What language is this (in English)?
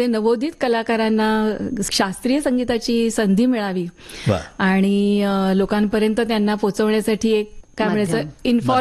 Marathi